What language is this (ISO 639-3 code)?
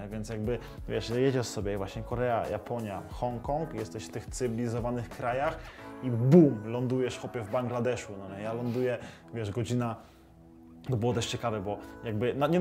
pol